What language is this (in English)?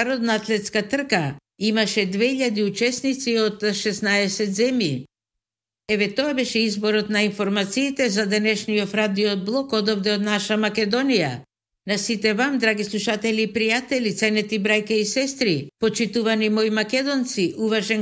Macedonian